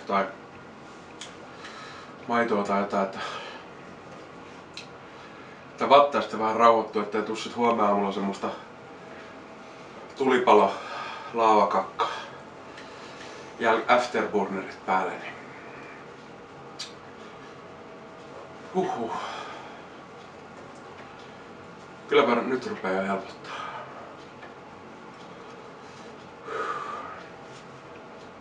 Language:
Finnish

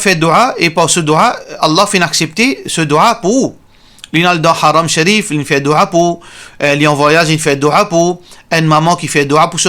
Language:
Morisyen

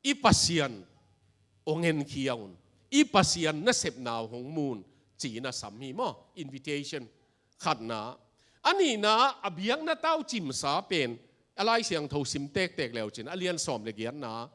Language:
Tedim Chin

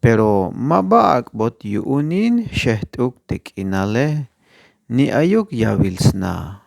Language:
Tzeltal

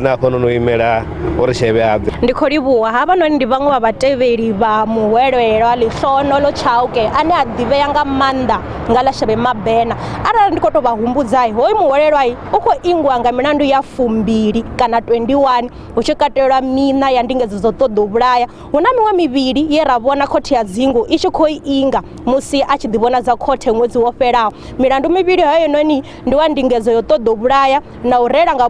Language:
Venda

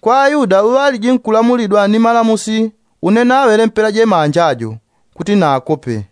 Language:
Yao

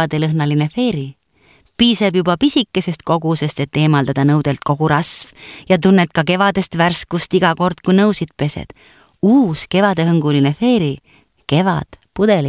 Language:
Estonian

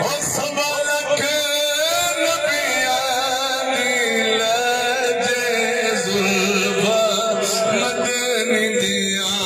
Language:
Saraiki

